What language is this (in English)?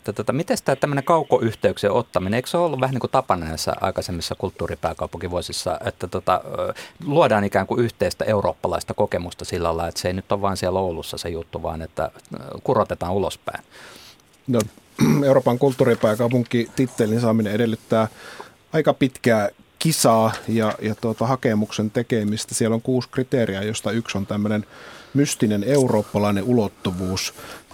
Finnish